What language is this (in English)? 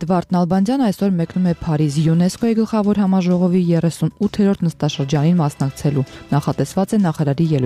Armenian